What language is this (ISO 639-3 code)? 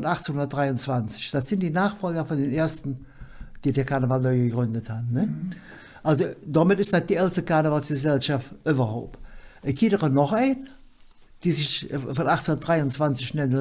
ksh